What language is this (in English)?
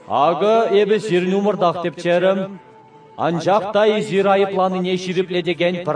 Chuvash